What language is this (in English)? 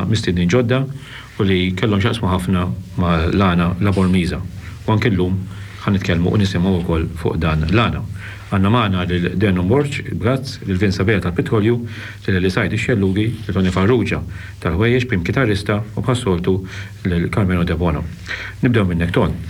Maltese